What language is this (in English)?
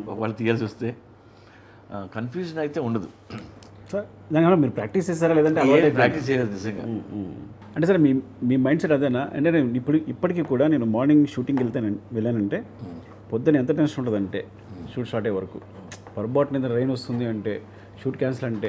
Telugu